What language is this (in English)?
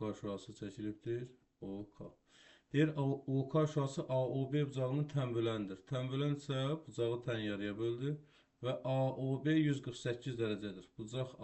Azerbaijani